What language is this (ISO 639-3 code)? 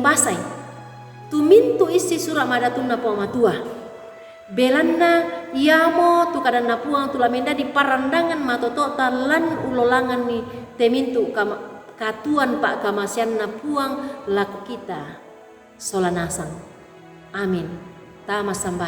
sda